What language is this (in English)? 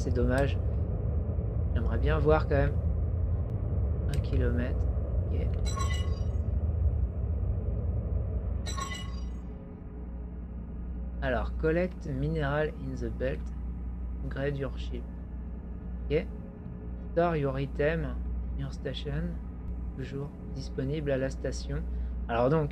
French